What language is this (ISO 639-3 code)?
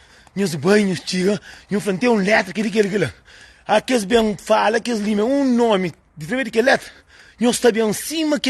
kea